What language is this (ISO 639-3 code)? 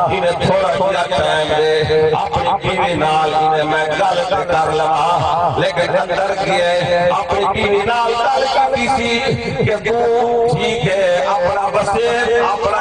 skr